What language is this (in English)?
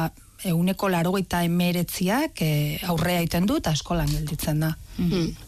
Basque